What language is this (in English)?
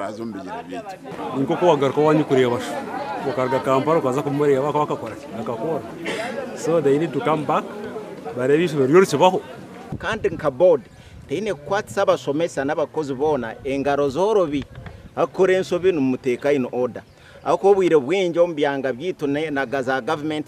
Nyankole